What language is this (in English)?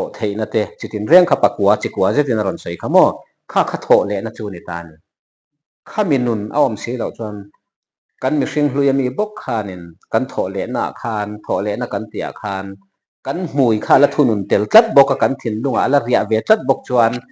Mizo